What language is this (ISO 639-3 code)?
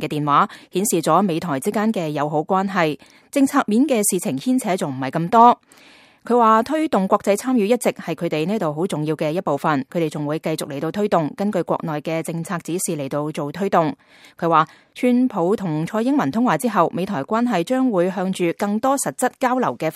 yue